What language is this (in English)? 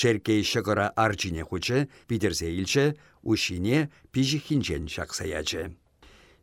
Chuvash